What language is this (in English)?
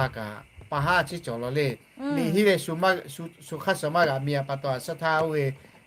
Lahu